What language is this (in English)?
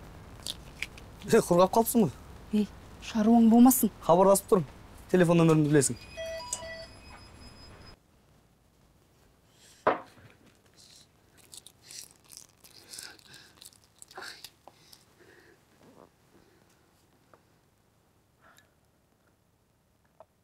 Kazakh